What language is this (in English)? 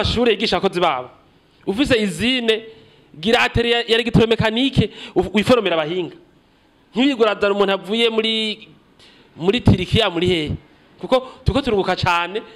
Rundi